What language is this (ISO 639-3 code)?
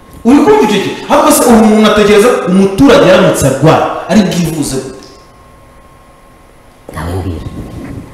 kin